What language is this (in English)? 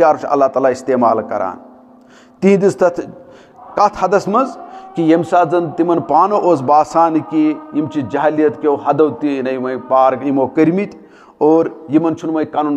Kashmiri